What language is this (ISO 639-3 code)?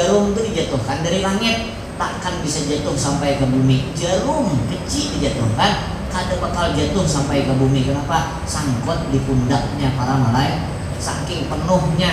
bjn